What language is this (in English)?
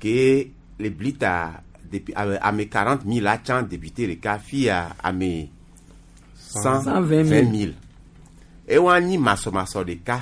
Gen